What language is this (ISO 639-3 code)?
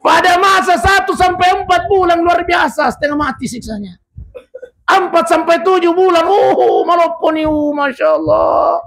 bug